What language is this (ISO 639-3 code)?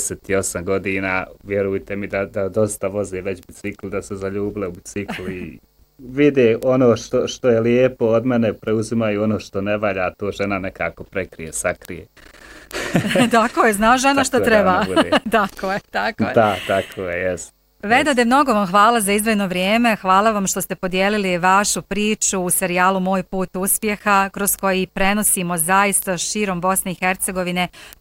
bos